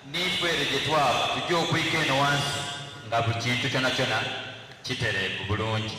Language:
Soga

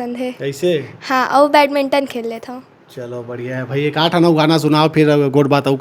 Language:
Chhattisgarhi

